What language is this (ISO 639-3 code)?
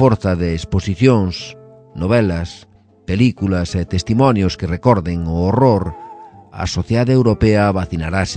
glg